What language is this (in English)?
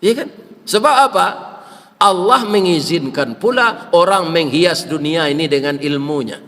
Minangkabau